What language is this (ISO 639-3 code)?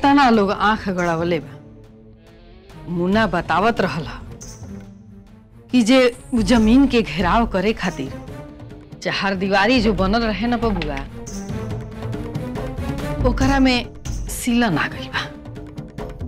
bho